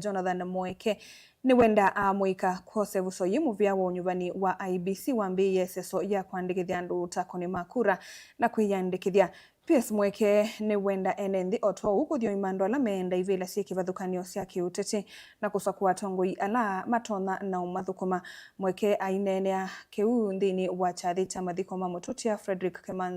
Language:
Kamba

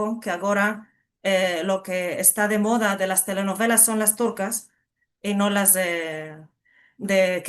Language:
Ladino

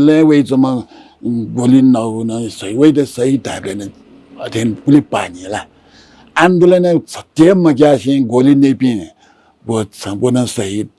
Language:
Newari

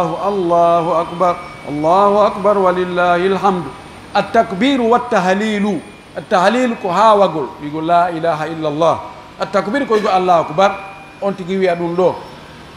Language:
Pular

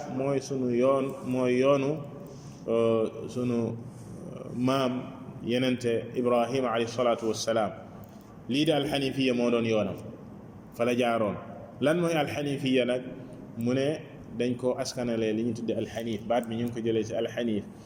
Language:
Wolof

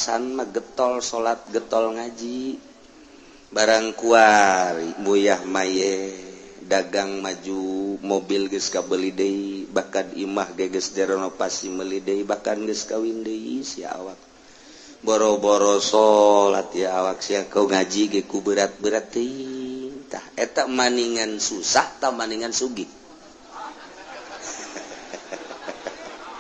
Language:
Sundanese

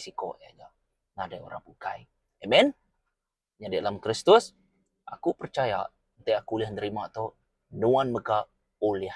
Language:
Iban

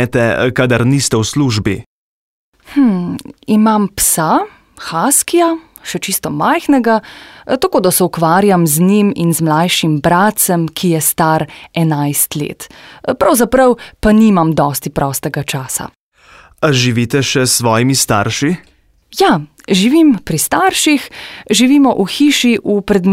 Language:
Slovenian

